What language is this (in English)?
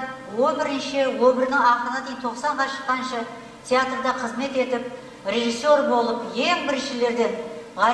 Kara-Kalpak